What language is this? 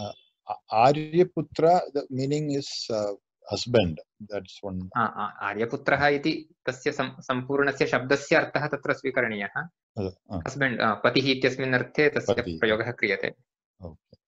Sanskrit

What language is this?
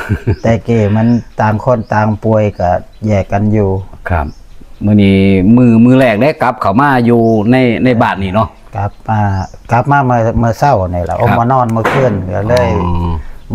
Northeastern Thai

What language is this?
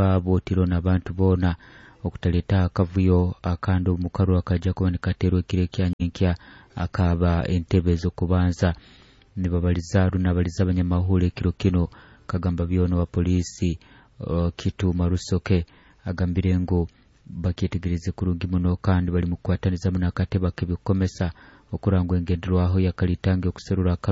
Nyoro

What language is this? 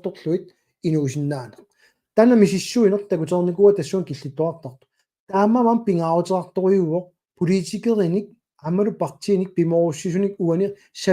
Kalaallisut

